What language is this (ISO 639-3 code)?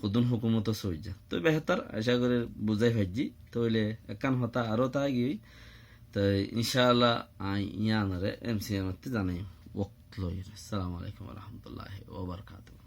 rhg